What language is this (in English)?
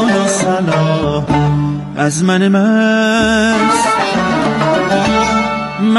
Persian